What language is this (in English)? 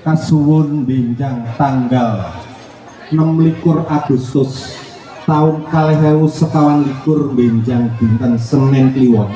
Javanese